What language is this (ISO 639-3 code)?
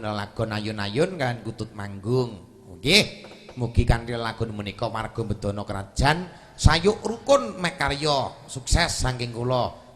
jav